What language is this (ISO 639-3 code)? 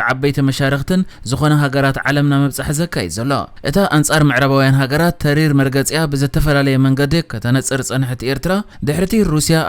tir